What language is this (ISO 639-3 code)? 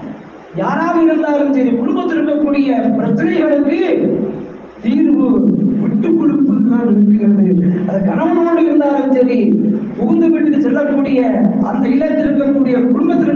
tam